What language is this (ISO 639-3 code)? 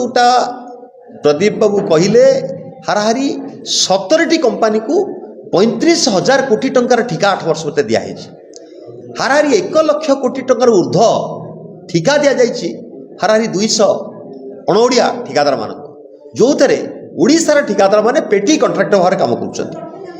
ori